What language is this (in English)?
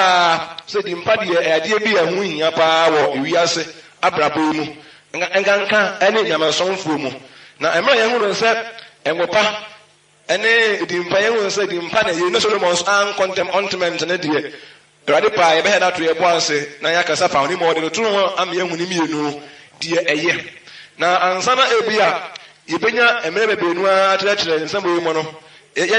Akan